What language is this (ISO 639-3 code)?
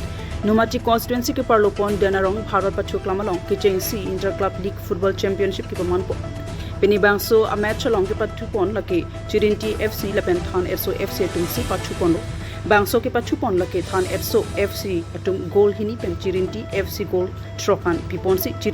mjw